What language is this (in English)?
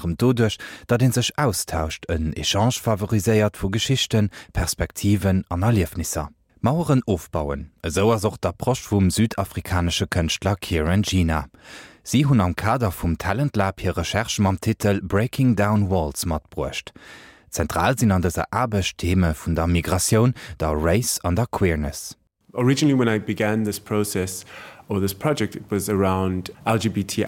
Luxembourgish